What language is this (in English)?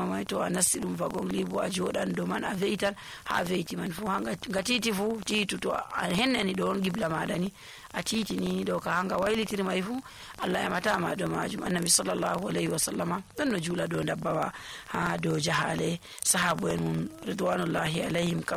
Nigerian Fulfulde